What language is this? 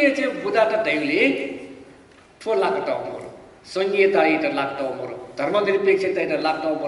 Newari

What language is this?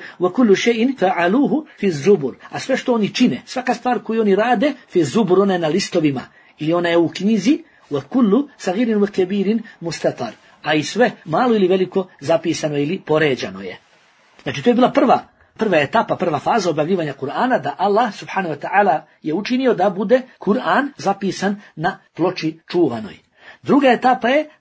Bosnian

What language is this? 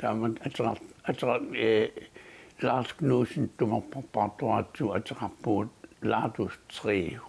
Kalaallisut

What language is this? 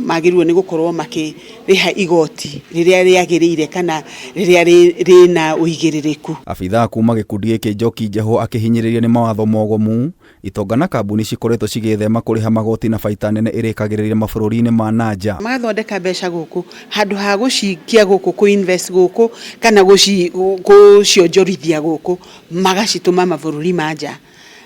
Kikuyu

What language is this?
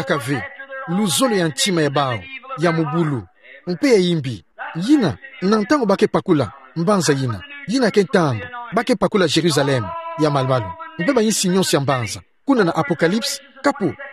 Kituba (Democratic Republic of Congo)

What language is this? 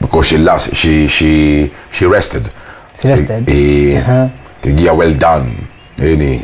Kikuyu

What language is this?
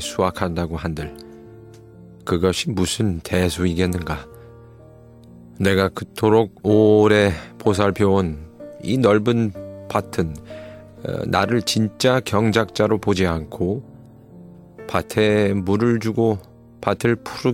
Korean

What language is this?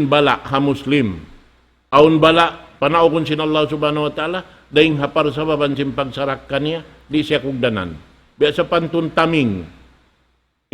Tausug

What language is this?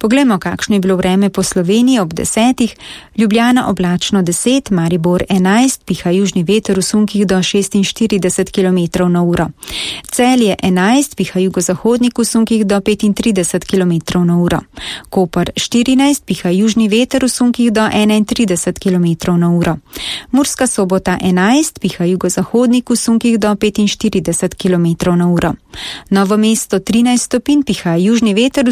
Slovenian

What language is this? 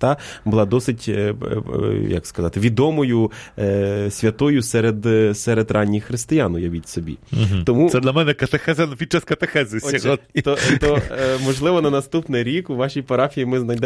Ukrainian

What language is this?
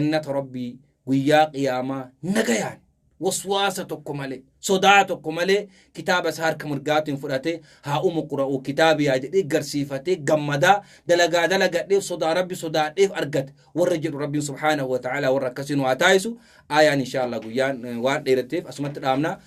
Oromo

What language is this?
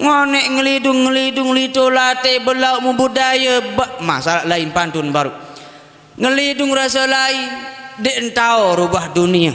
Sasak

